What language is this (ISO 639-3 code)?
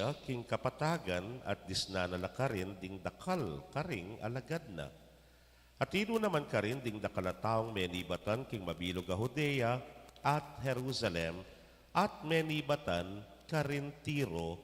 pam